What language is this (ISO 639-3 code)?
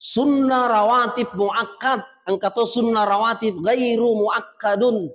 bug